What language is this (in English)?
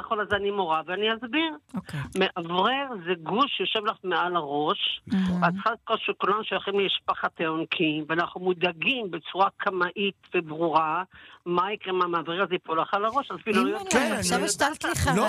Hebrew